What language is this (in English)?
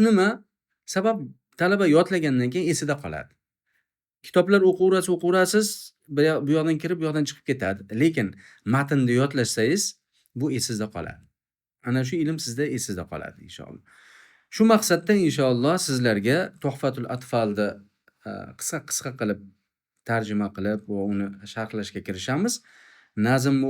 Uzbek